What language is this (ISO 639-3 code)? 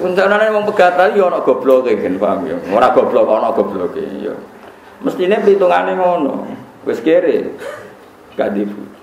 jav